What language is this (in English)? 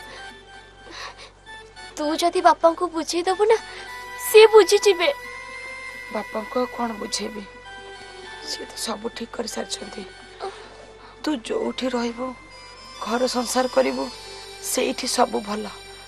Odia